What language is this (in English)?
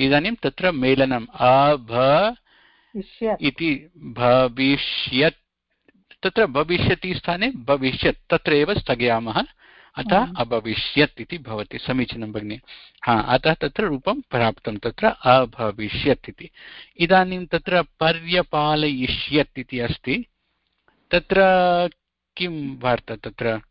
Sanskrit